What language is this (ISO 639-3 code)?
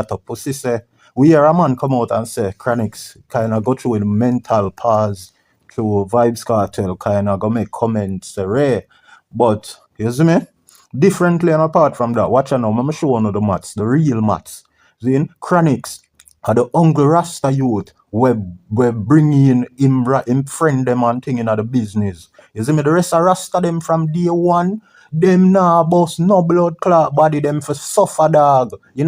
jam